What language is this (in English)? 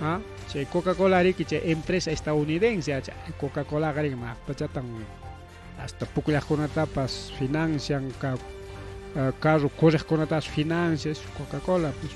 Ayacucho Quechua